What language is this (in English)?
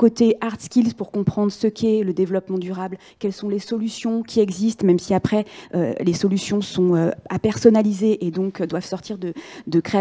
French